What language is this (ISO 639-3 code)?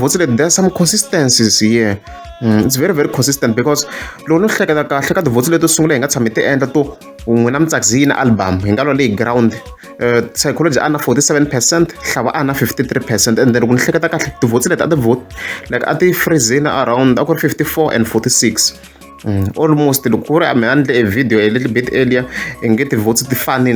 tso